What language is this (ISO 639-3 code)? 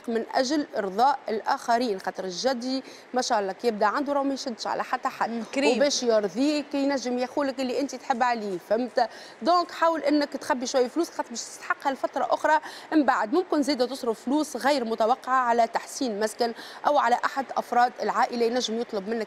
aeb